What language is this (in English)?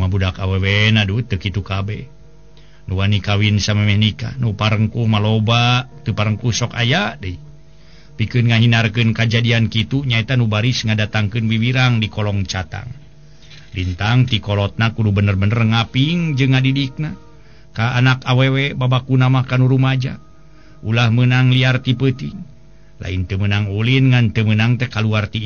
Sundanese